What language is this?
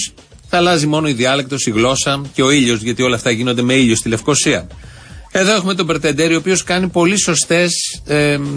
Greek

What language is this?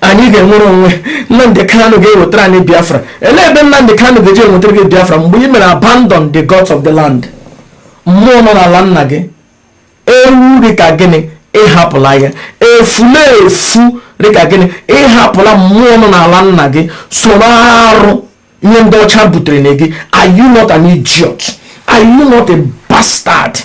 Igbo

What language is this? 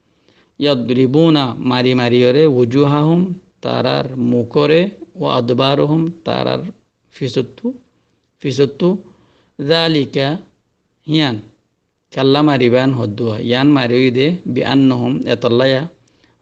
Rohingya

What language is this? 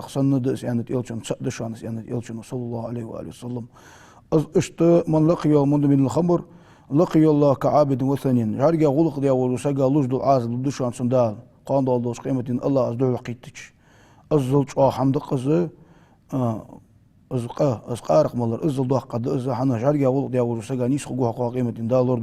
Ingush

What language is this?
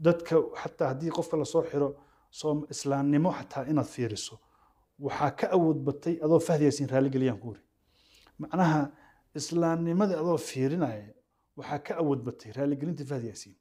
Somali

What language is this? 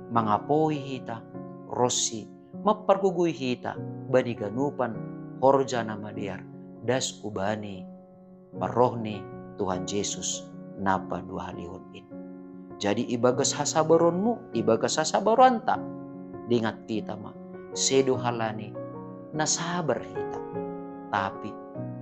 Batak Simalungun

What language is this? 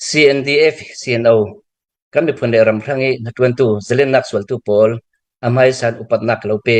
Hakha Chin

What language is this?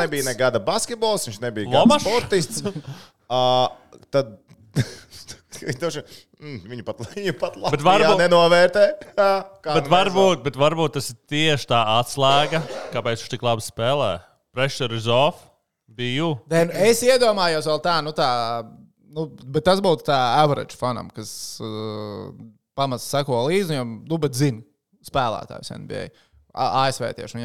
Latvian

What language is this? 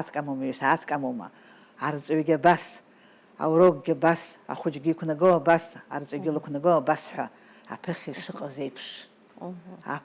Abkhazian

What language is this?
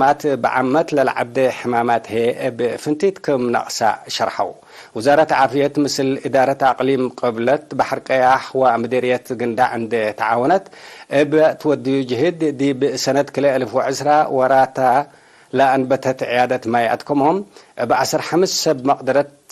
Tigre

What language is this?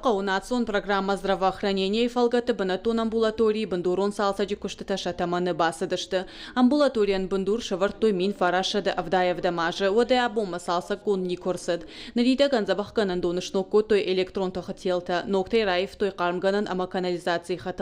Ossetic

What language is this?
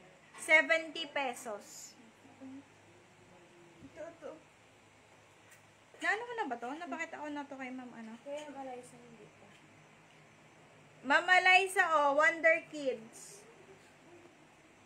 Filipino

